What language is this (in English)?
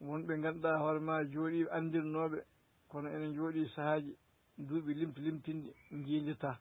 Fula